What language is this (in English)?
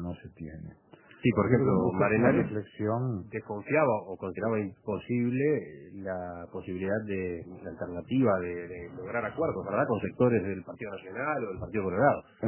Spanish